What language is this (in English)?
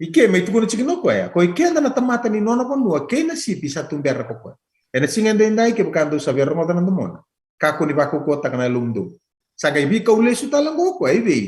Fijian